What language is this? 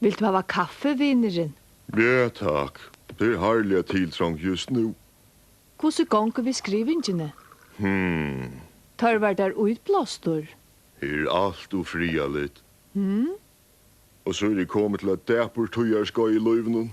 Faroese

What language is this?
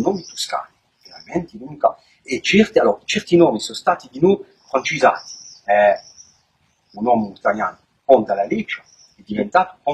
Corsican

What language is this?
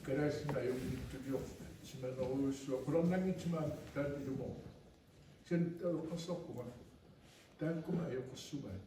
Kalaallisut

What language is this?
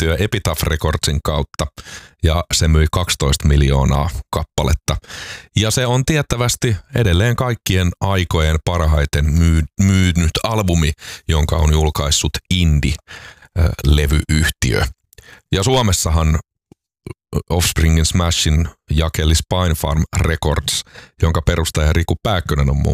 Finnish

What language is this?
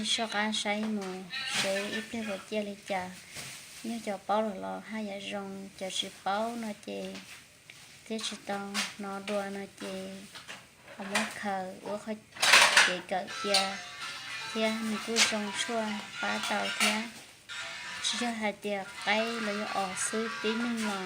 Hmong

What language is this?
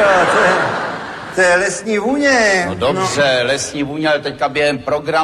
Czech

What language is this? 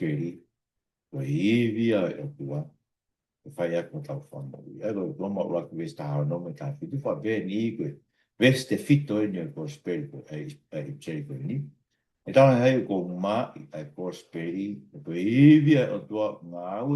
Tongan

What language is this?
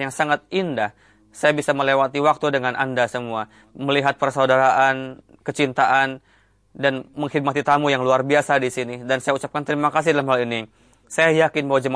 Indonesian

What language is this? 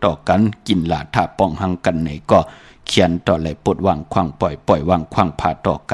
Shan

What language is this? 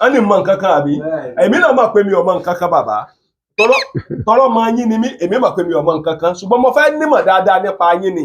Yoruba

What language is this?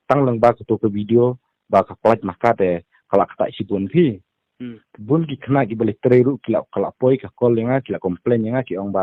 Khasi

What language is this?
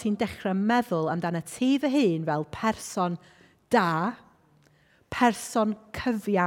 Welsh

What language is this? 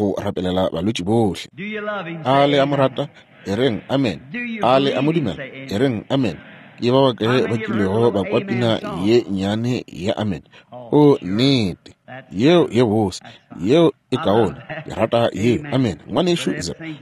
Northern Sotho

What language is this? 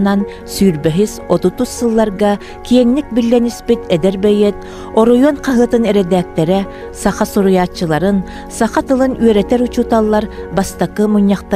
Yakut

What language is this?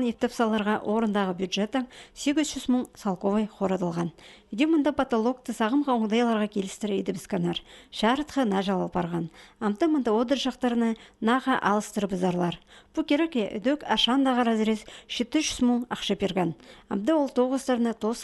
Khakas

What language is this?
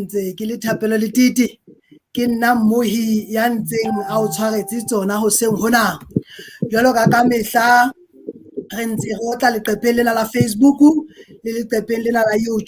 Southern Sotho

